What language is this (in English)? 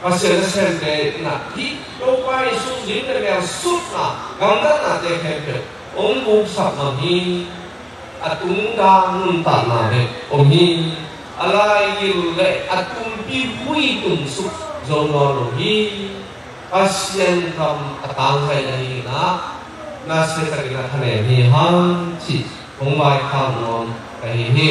Tedim Chin